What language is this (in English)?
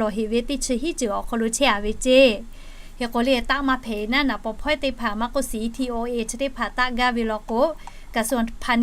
Lahu